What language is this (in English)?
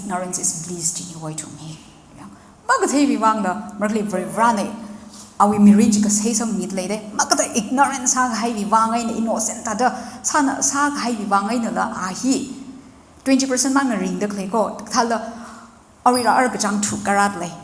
Tangkhul Naga (India)